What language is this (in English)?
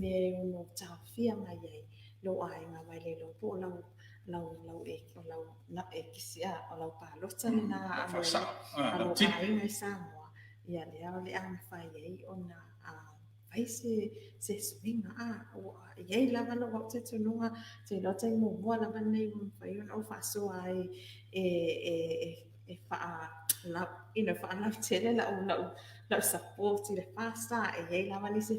Samoan